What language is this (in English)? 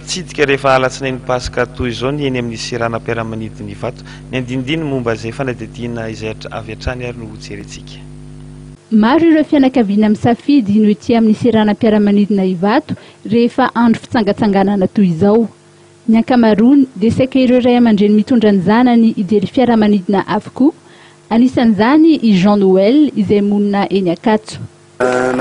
Malagasy